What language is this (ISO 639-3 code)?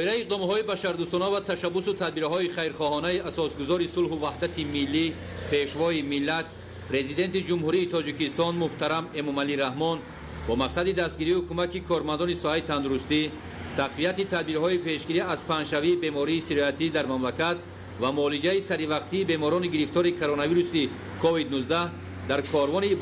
tgk